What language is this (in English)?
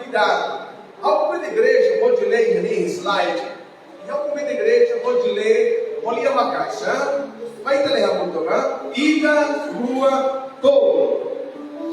Tetum